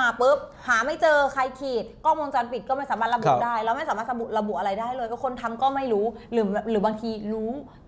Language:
Thai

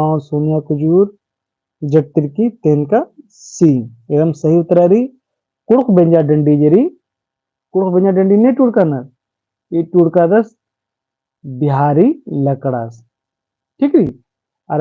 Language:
Kurukh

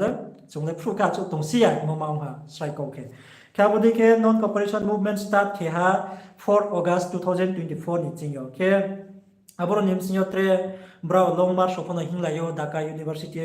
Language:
Riang (India)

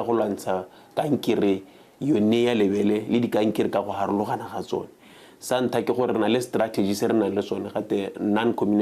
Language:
Tswana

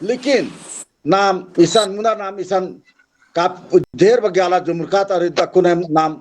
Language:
Kurukh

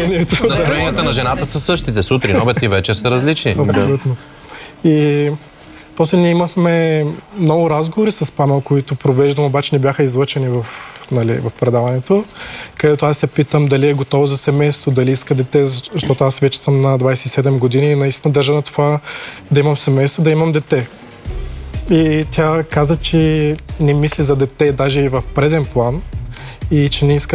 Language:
Bulgarian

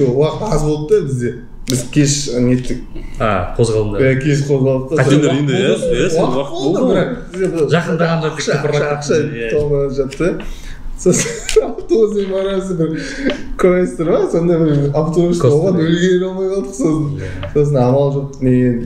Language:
Kazakh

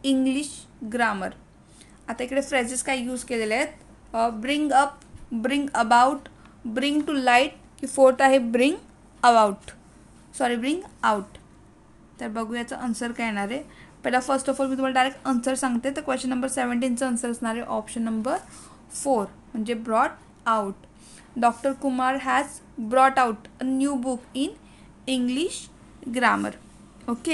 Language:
Marathi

